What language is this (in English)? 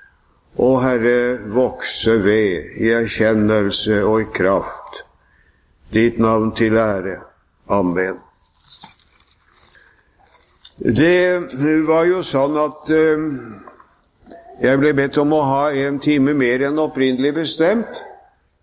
Norwegian